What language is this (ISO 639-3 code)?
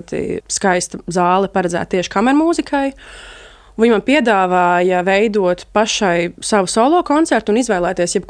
lav